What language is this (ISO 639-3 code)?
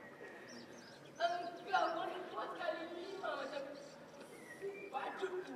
msa